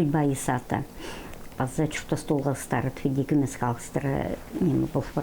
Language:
Khakas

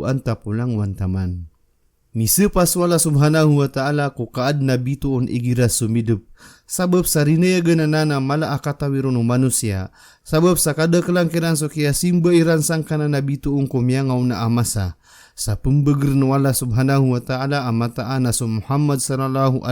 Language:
Maranao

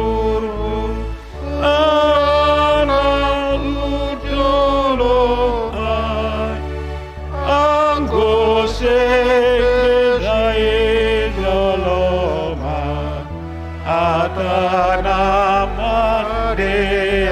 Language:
Batak Simalungun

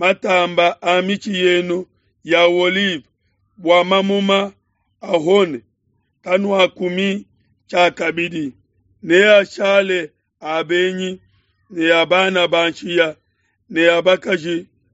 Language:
Luba-Lulua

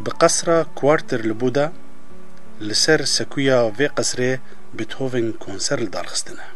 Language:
Kurdish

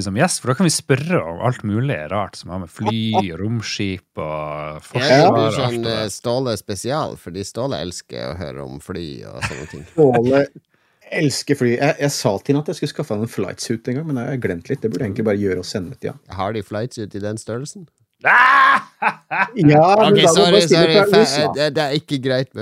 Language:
Norwegian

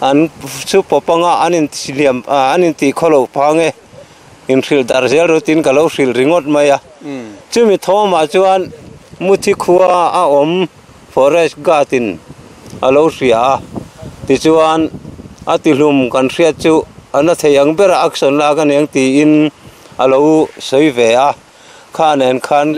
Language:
Mizo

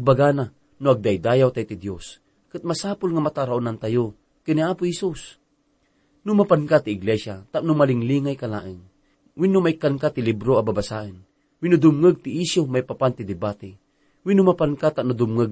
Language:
Iloko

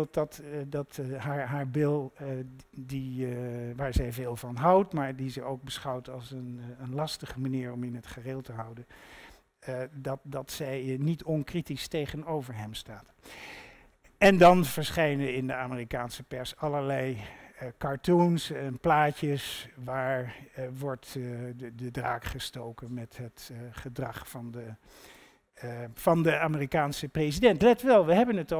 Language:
Dutch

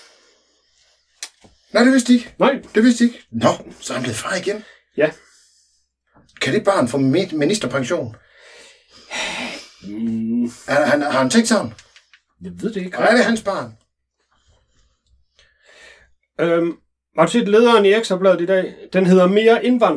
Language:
Danish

